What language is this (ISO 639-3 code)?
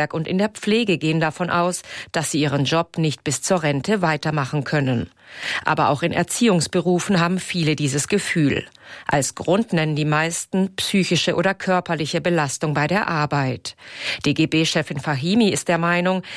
deu